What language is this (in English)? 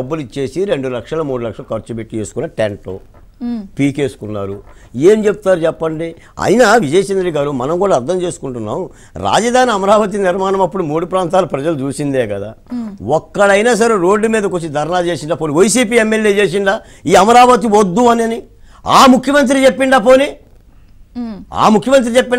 Telugu